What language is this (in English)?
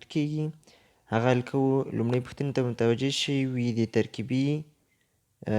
Pashto